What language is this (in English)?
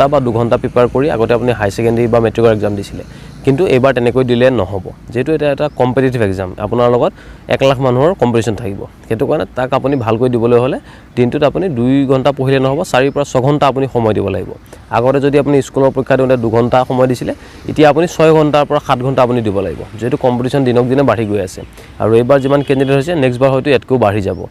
Assamese